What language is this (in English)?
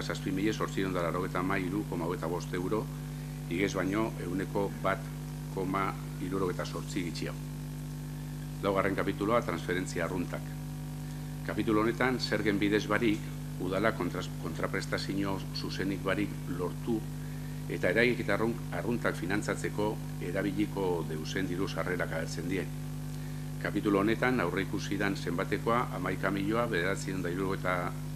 Basque